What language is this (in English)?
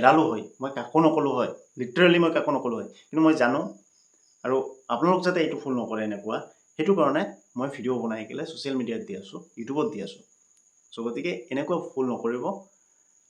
Assamese